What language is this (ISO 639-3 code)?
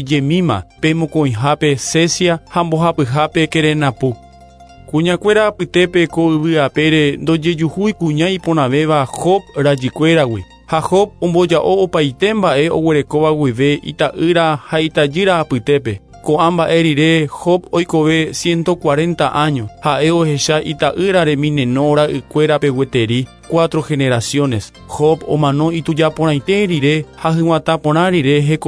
grn